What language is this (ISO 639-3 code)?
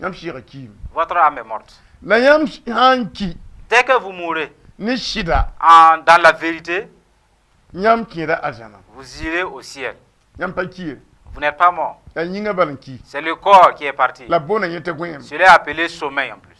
mos